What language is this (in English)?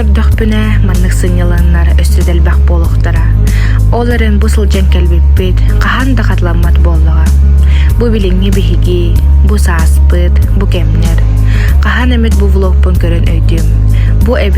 Yakut